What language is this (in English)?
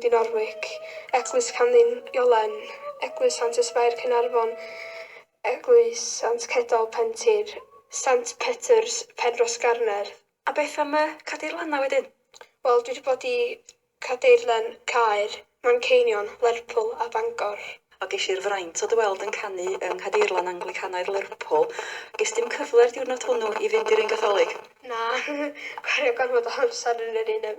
Welsh